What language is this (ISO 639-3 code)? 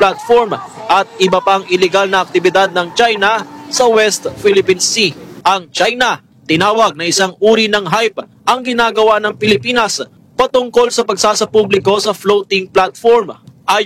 fil